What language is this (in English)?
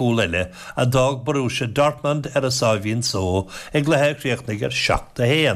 Irish